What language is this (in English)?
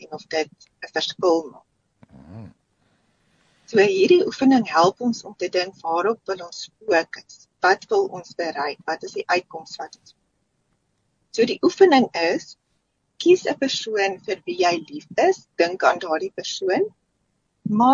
Afrikaans